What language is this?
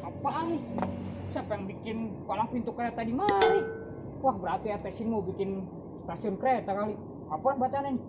Betawi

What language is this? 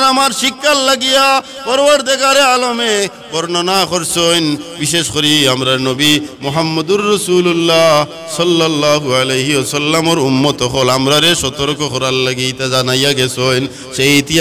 Sylheti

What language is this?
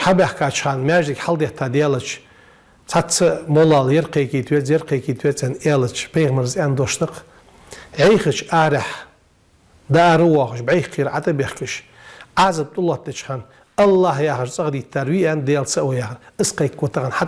Ingush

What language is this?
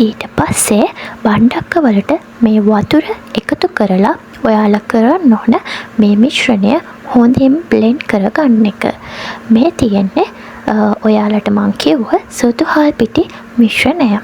Sinhala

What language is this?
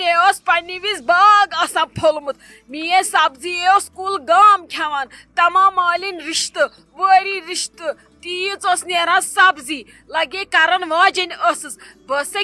Kashmiri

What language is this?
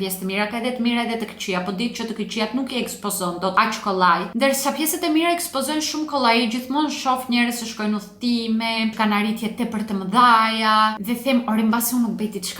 Albanian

